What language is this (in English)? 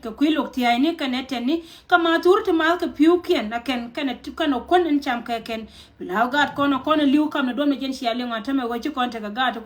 Nuer